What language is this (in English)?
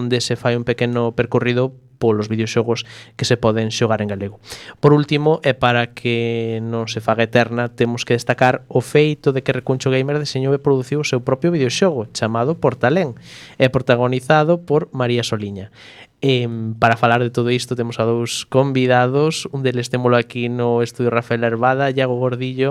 Galician